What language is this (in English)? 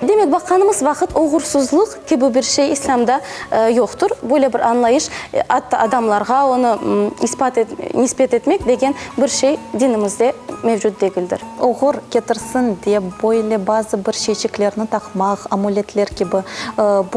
Crimean Tatar